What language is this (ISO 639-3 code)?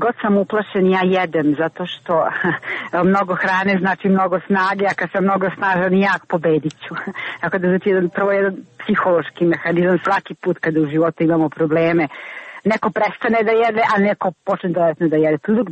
srp